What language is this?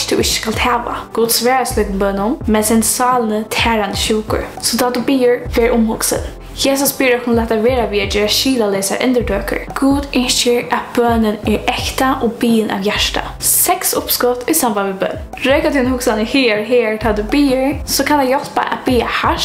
Faroese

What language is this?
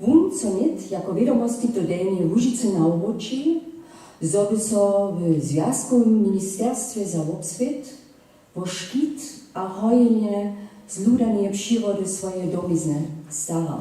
Upper Sorbian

